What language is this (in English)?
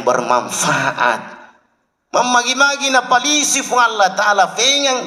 Buginese